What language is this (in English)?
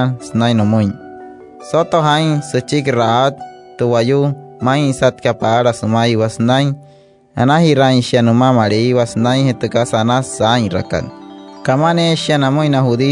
Wayuu